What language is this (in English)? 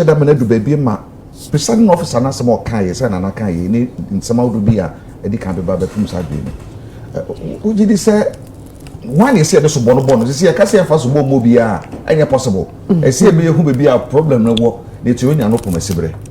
Akan